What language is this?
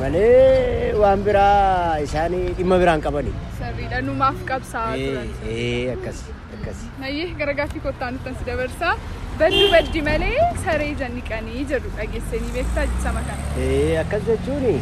Oromo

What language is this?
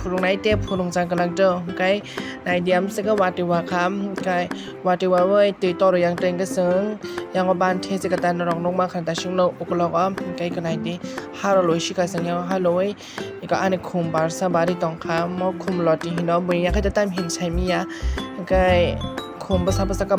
Kok Borok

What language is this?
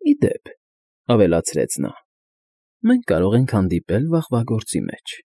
Armenian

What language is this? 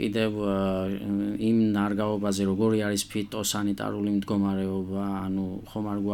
Georgian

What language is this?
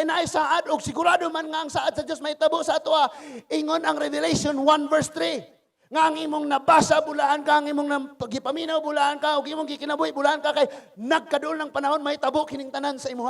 Cebuano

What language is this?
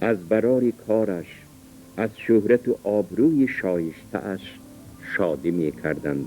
Tajik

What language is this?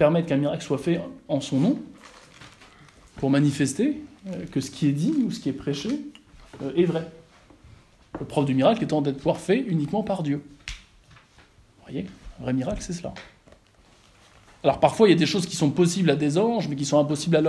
French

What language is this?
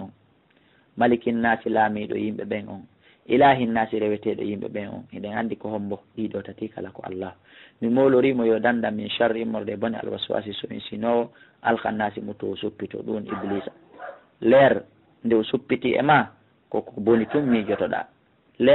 Fula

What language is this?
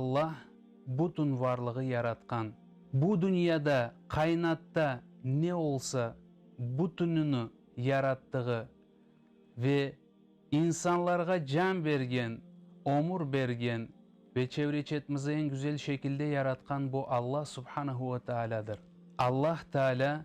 Crimean Tatar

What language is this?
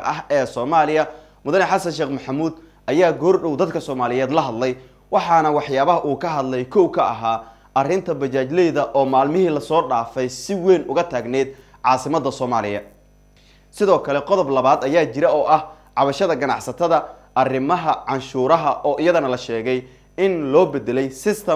Somali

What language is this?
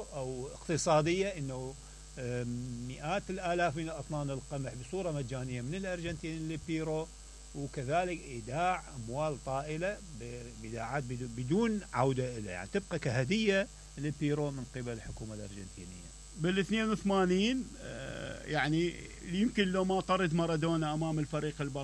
Mesopotamian Arabic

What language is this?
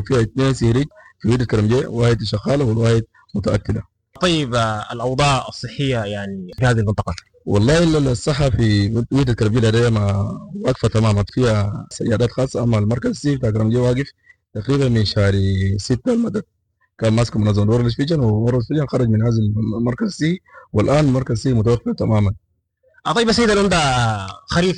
Sudanese Arabic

